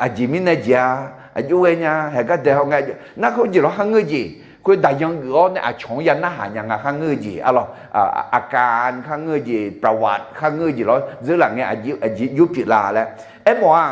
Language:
Akha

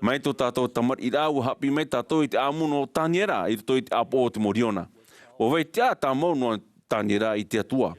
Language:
Tahitian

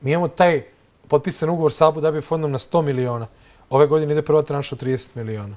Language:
Serbian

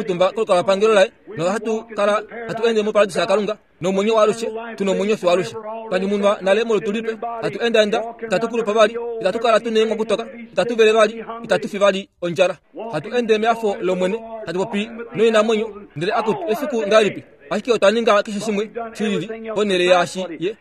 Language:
Kuanyama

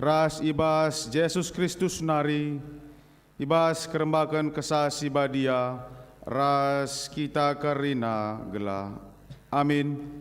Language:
Batak Karo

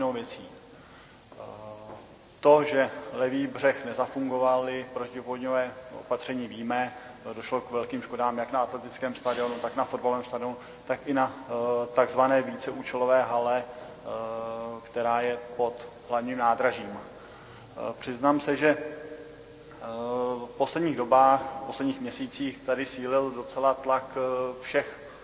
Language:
Czech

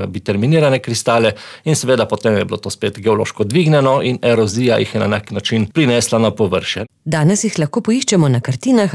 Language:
Slovenian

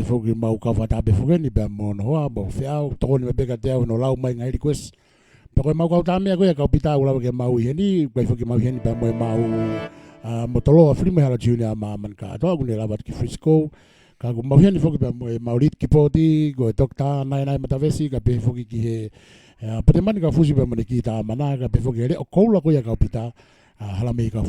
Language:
Tongan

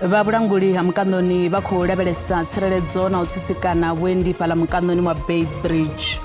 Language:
Venda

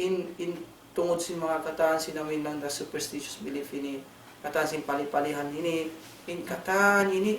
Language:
Tausug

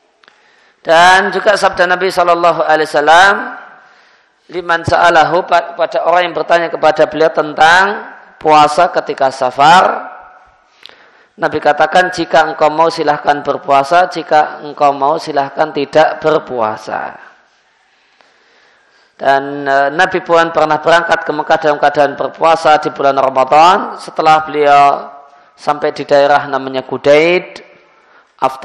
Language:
Indonesian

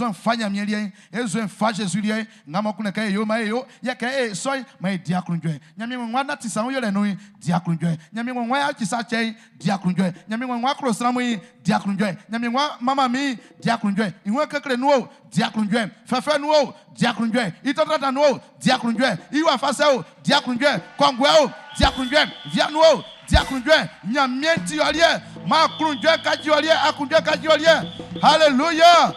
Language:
Baoulé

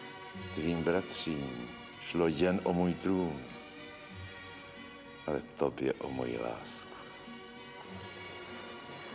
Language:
Czech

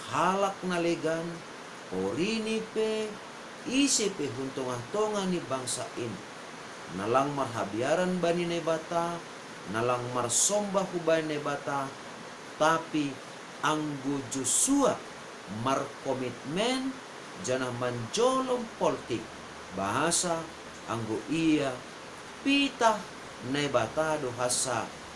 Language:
Batak Simalungun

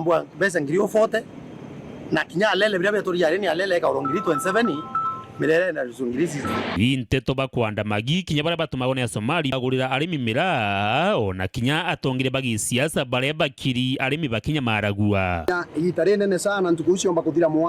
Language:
Meru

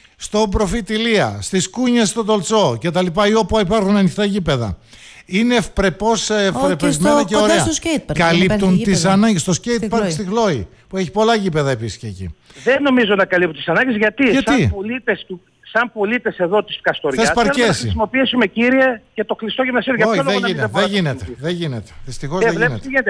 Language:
Greek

